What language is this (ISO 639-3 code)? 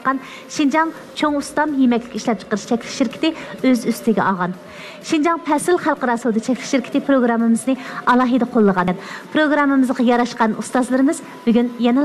uig